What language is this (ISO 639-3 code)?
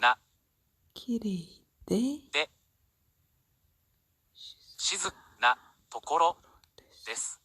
tyv